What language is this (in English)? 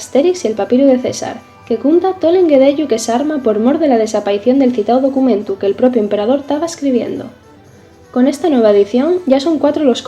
Asturian